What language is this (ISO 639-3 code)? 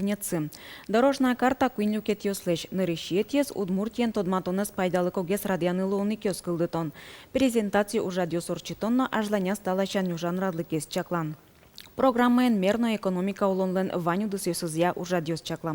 udm